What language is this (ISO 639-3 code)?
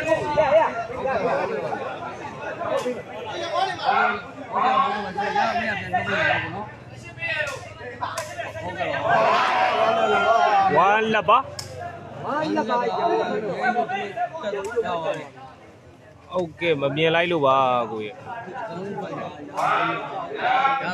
mya